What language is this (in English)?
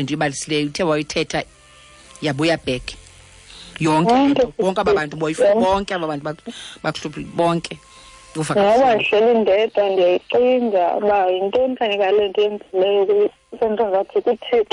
Xhosa